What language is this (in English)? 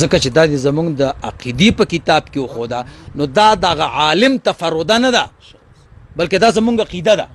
Pashto